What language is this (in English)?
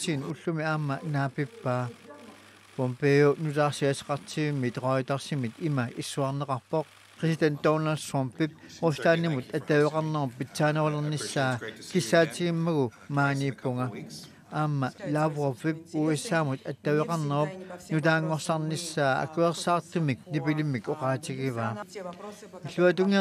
Kalaallisut